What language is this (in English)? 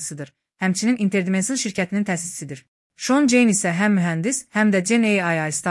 Azerbaijani